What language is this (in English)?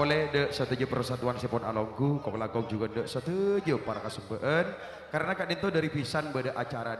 Madurese